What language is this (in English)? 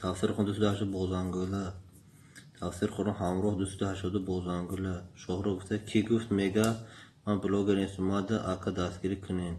Tajik